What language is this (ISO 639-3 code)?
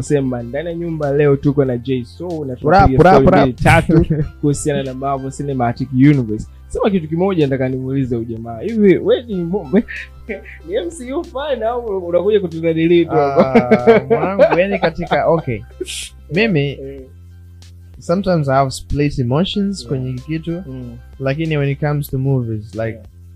swa